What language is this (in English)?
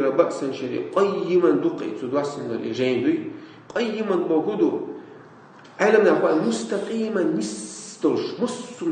Chechen